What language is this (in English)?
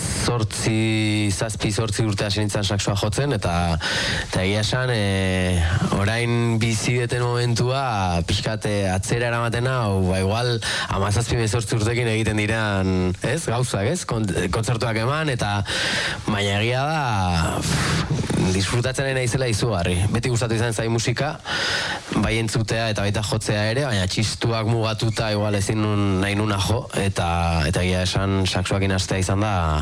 Basque